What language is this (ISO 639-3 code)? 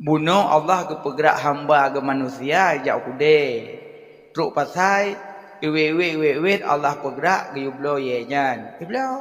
ace